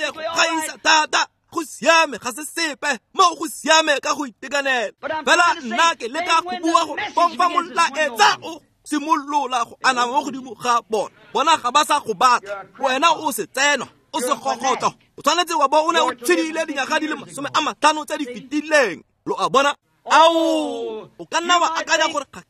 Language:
Tswana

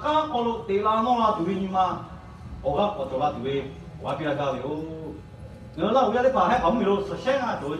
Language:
Lahu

